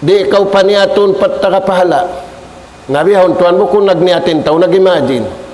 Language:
Tausug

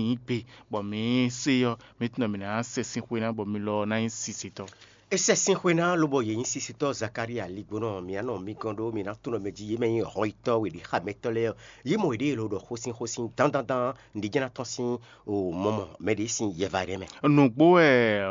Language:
Fon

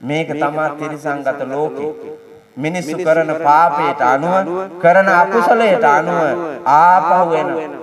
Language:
Sinhala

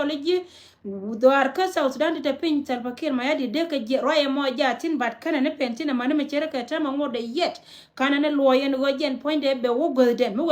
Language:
Nuer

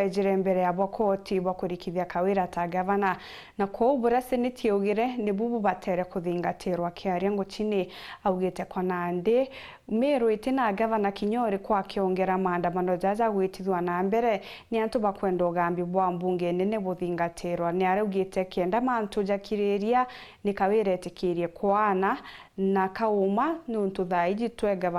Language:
Meru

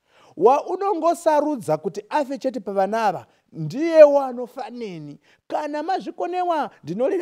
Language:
Shona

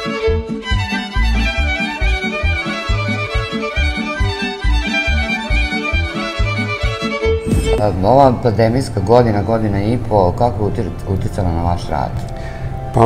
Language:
Serbian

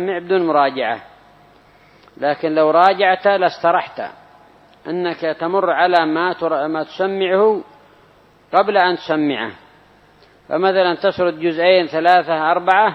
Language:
Arabic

